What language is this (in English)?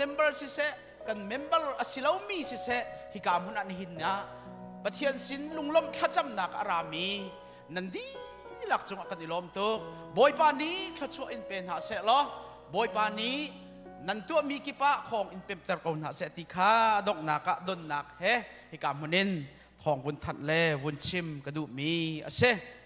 Hakha Chin